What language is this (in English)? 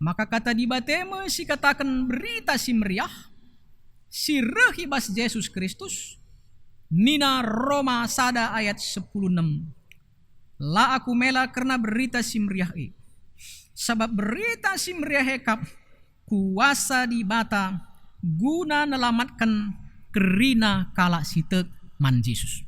Batak Karo